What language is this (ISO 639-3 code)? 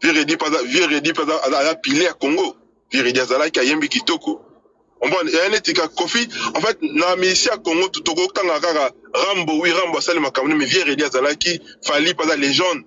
lin